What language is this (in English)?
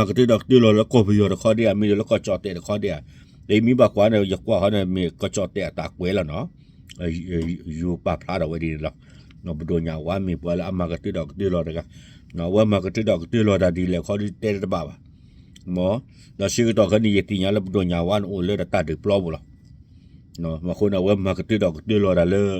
S'gaw Karen